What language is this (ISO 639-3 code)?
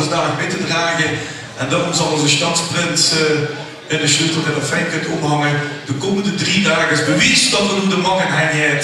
lim